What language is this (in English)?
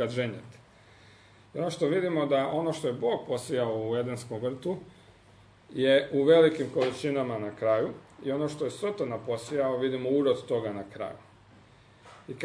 Croatian